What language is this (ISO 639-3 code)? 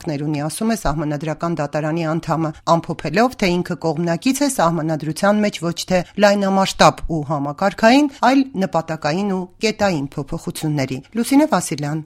hye